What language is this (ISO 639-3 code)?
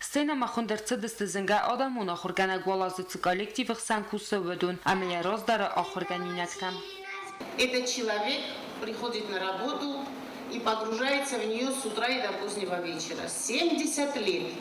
oss